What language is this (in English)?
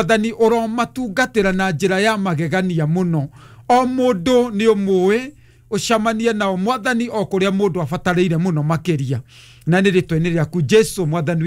Kikuyu